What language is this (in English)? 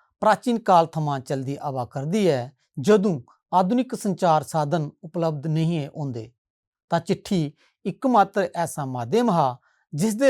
Dogri